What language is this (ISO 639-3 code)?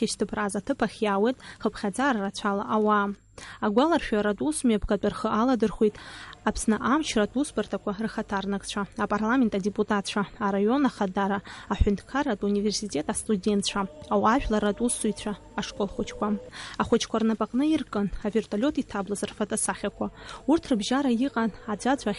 abk